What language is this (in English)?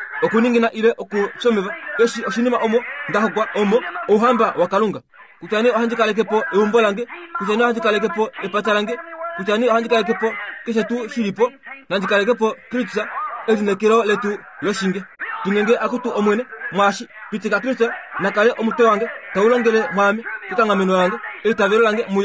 Kuanyama